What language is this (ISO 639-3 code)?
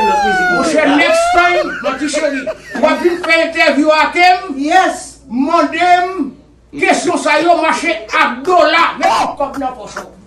hat